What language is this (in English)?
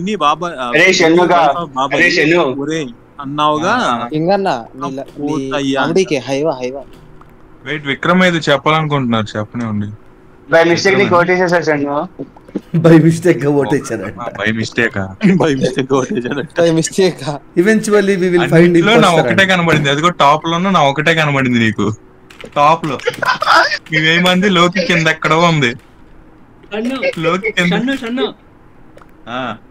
Telugu